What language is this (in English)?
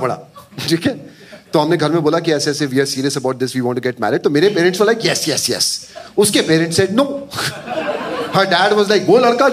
Hindi